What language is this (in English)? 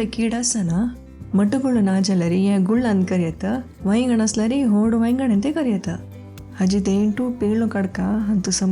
Konkani